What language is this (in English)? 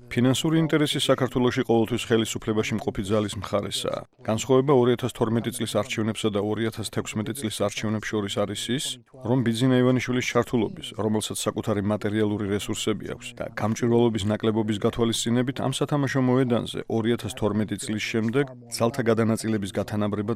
Georgian